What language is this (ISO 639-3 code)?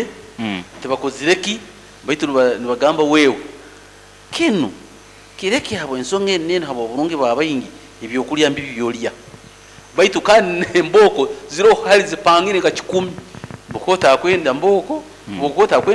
nyo